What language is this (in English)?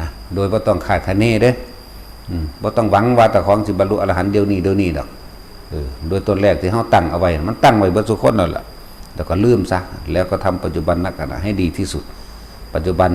Northeastern Thai